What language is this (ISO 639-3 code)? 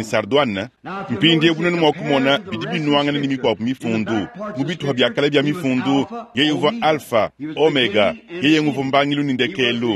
lua